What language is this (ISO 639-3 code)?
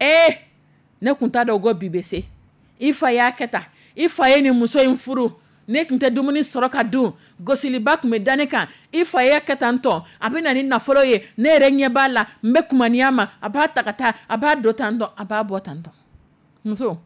dyu